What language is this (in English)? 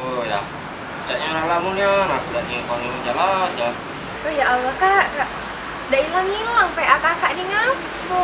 Musi